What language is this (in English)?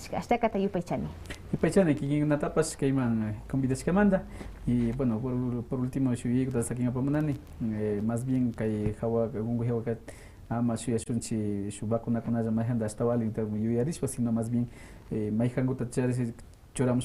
Quechua